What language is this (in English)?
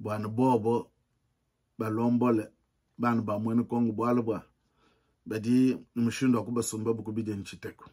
Luba-Lulua